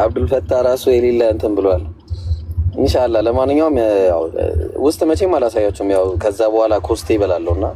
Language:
Amharic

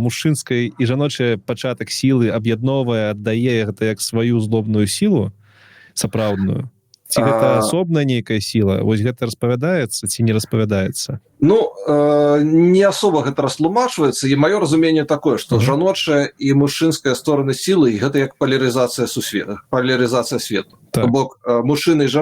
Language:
Belarusian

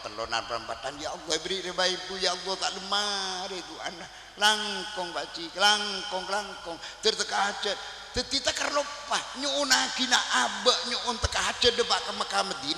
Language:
Madurese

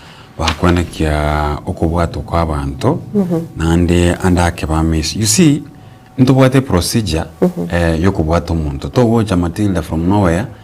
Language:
Gusii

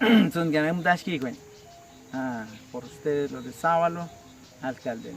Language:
Awa-Cuaiquer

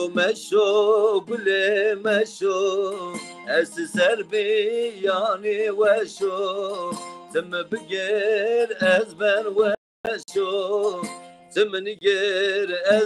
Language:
Zaza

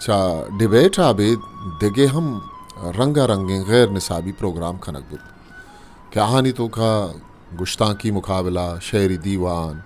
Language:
Eastern Balochi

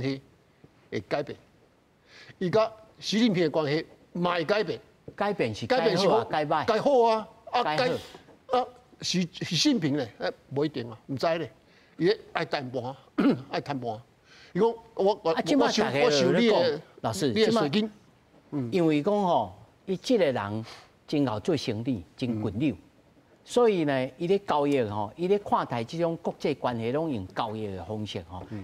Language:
Min Nan Chinese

